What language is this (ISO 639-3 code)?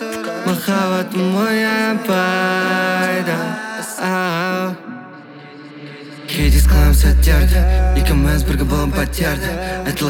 kaz